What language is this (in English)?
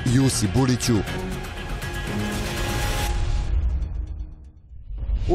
Serbian